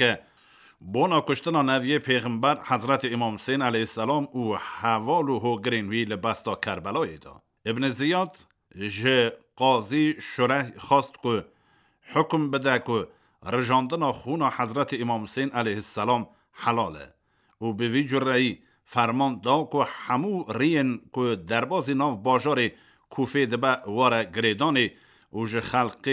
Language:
Kurdish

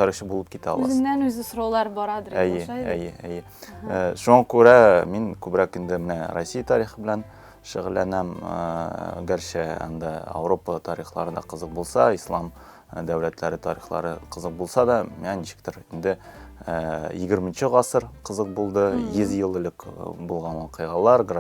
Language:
Tatar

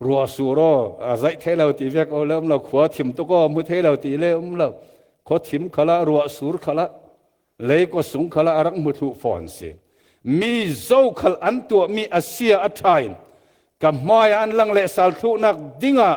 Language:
Falam Chin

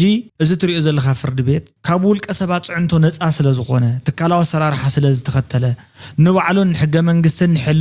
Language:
Tigrinya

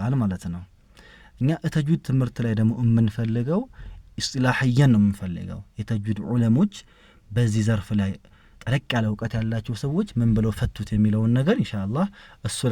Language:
Amharic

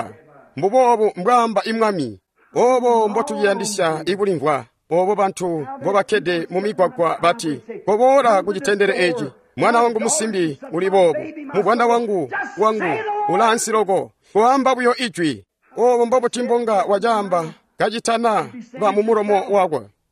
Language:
Tonga (Zambia)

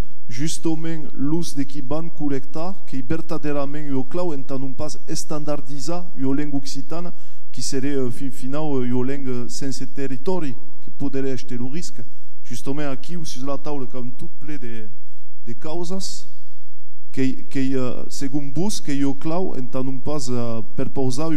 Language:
Occitan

